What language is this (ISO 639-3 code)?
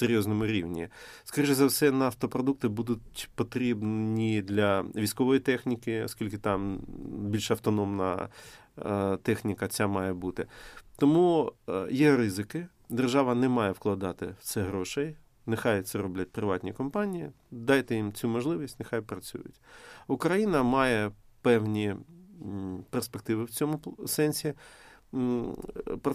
ukr